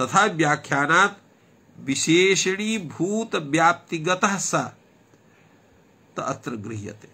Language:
Sanskrit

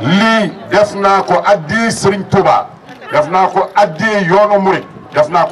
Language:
Wolof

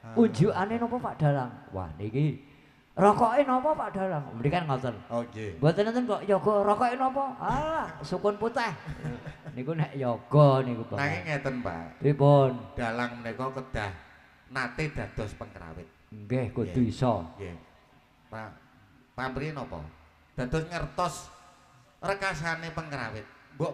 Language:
Javanese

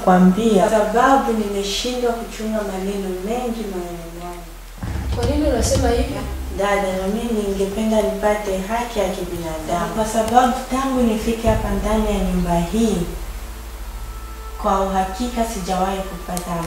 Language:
Swahili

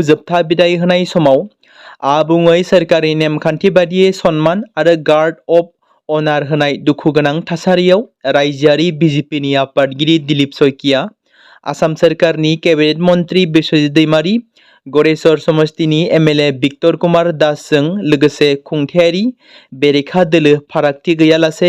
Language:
Bodo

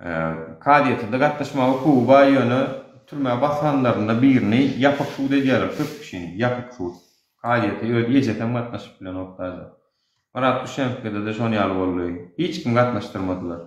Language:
Turkmen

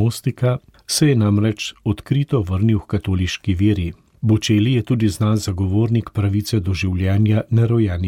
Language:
Slovenian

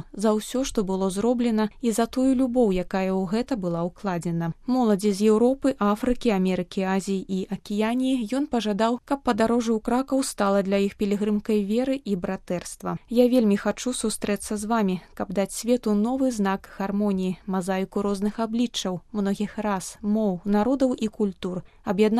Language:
Belarusian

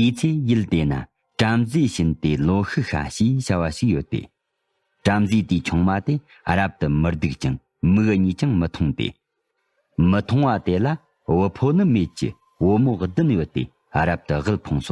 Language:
Tibetan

